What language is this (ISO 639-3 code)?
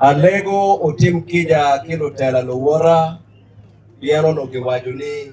ach